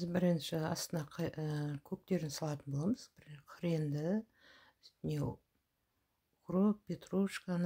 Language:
Kazakh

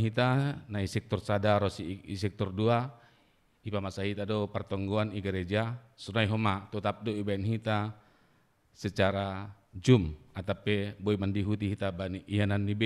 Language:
Batak Simalungun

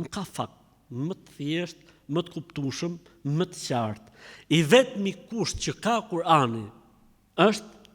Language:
Albanian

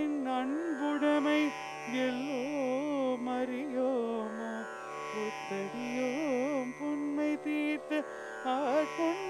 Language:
Tamil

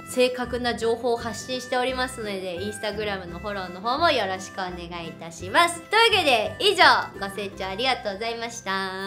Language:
Japanese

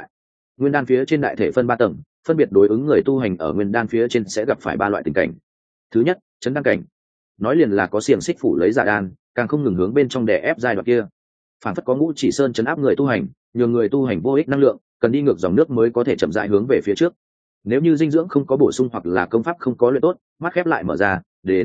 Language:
Vietnamese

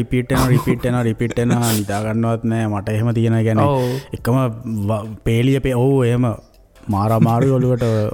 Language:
Sinhala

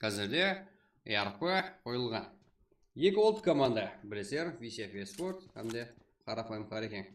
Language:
Kara-Kalpak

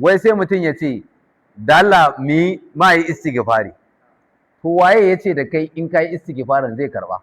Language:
Hausa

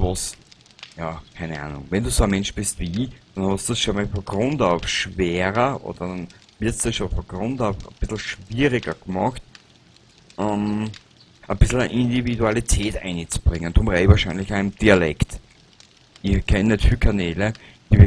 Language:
Bavarian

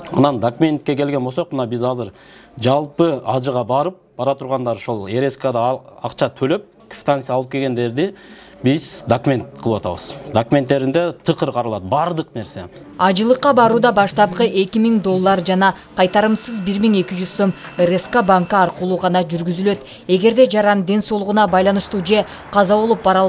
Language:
Kyrgyz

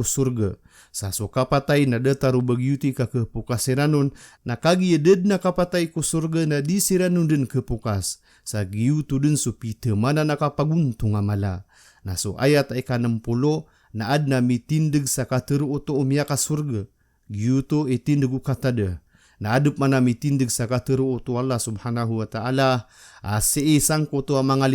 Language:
Maranao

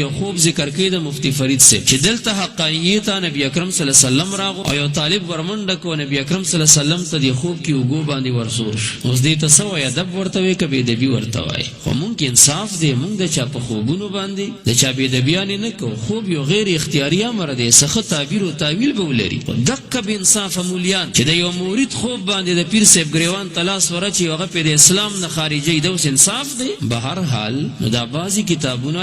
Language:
Pashto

